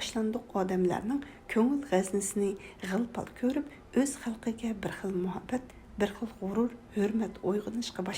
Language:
Uyghur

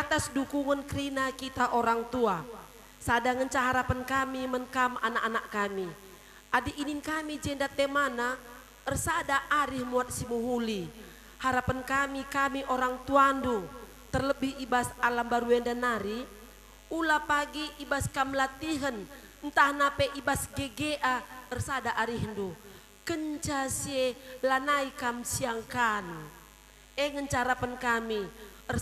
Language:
Batak Karo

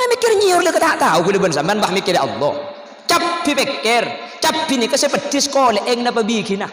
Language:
Madurese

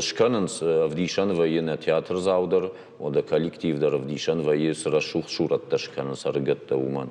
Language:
Ossetic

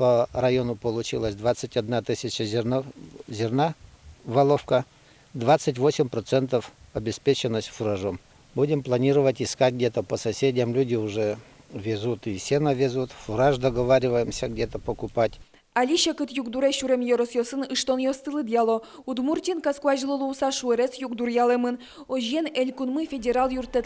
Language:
Udmurt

